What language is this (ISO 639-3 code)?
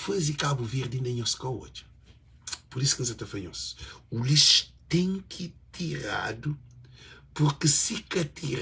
kea